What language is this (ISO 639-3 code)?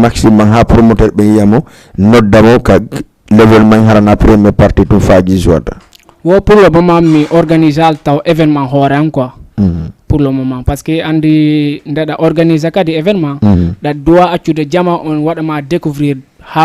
ful